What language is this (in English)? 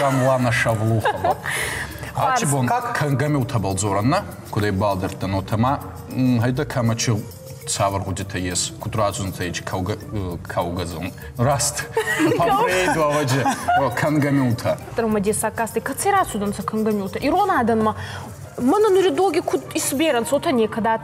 Ossetic